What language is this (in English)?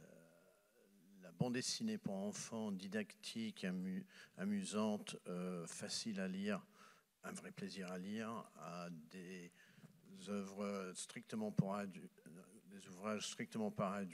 French